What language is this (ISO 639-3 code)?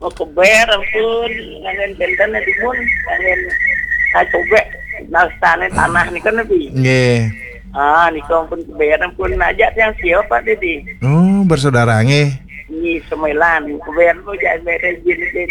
ban